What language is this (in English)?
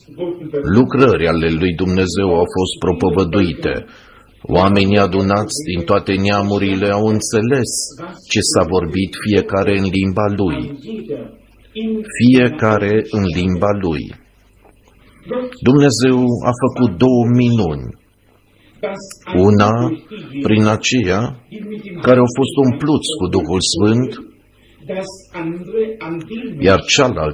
Romanian